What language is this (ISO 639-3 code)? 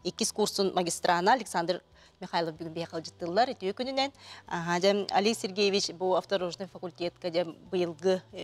sah